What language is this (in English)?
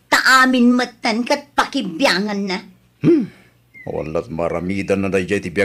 Iloko